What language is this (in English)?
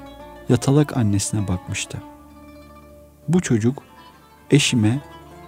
Turkish